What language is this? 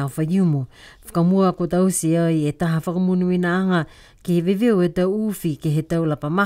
Niuean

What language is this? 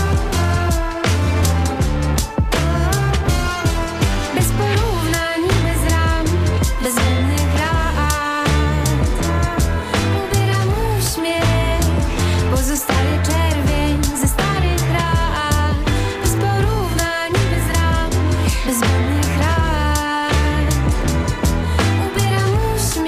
Polish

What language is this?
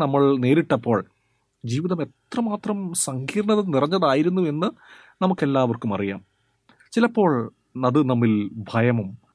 Malayalam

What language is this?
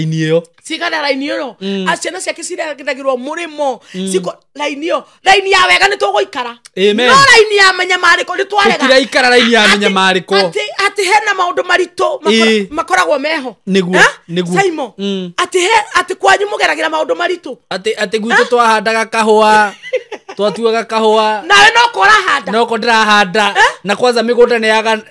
Kikuyu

